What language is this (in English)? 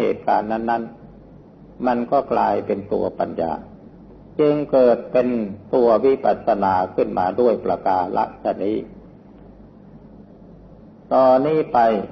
Thai